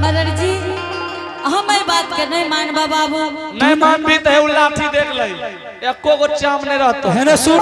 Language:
Angika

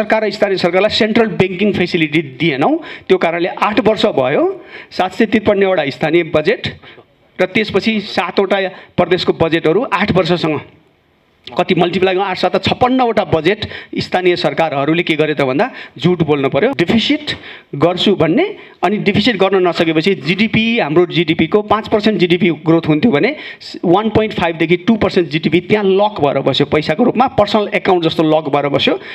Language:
Nepali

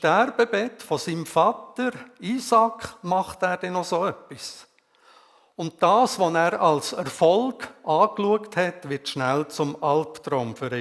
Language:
Swiss German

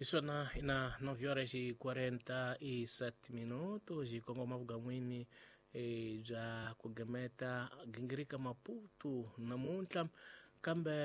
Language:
Tsonga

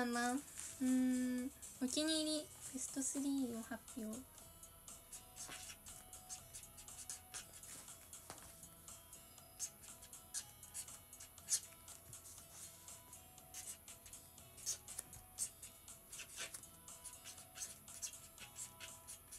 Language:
Japanese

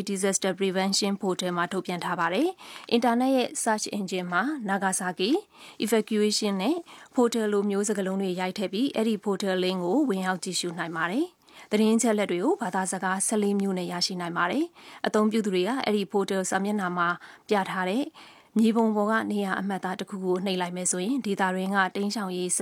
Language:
Burmese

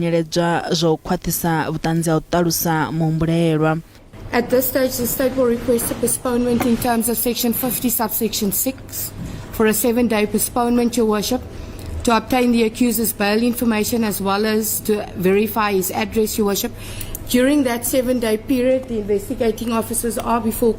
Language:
Venda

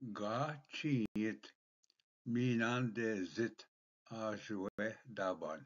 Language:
Ojibwa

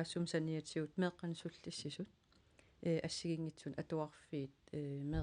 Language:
Kalaallisut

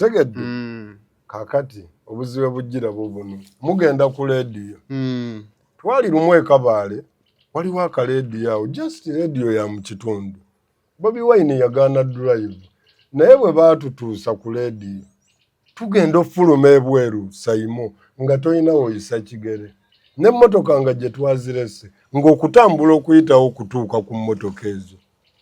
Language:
Ganda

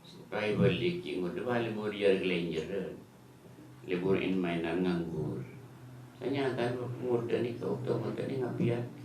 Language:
Madurese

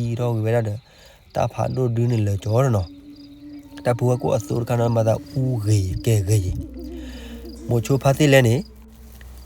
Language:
S'gaw Karen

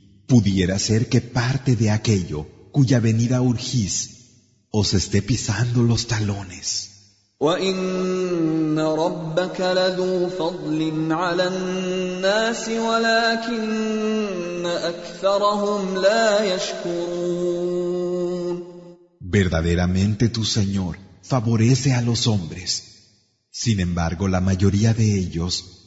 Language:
Spanish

